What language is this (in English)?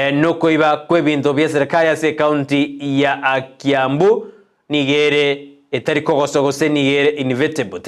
Gusii